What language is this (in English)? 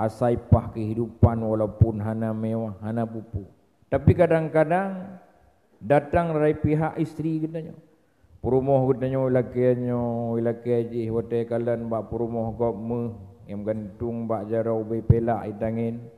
Achinese